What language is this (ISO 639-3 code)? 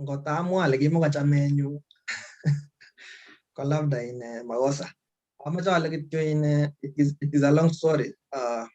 kln